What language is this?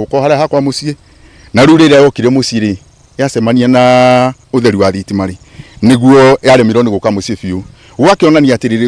Kikuyu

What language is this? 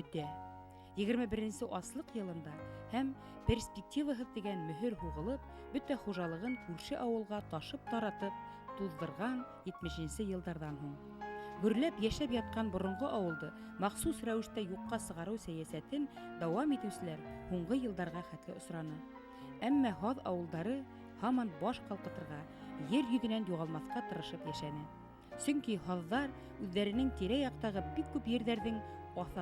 Bashkir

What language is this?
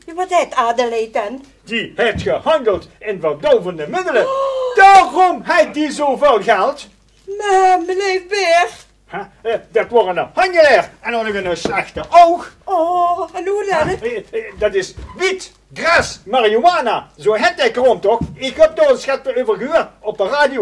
Limburgish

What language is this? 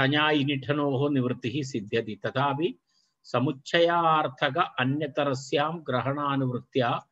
Sanskrit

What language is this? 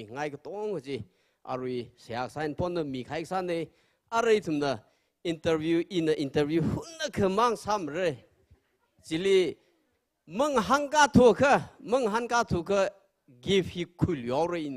Tangkhul Naga (India)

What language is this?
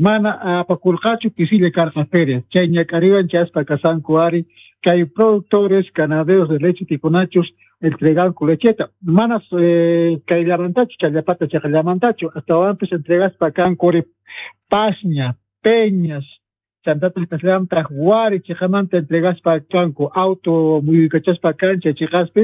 South Bolivian Quechua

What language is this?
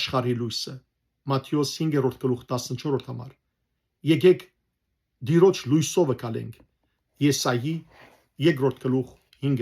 Western Armenian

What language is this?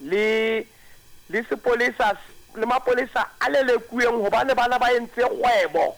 Southern Sotho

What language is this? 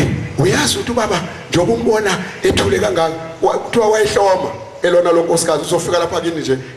Zulu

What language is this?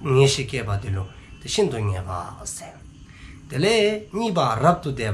Dzongkha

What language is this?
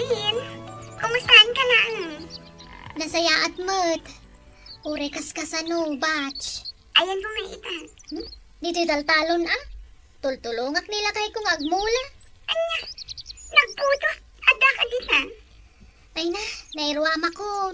Iloko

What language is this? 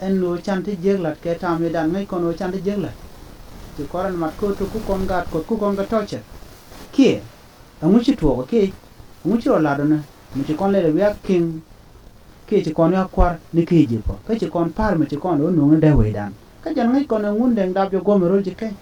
Nuer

